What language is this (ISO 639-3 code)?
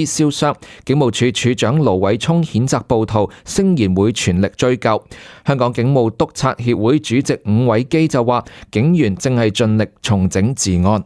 yue